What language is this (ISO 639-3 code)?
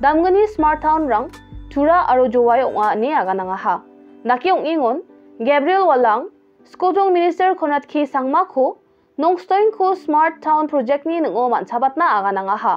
grt